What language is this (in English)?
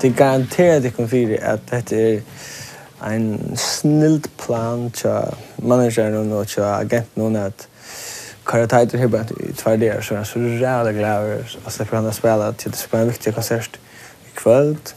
Faroese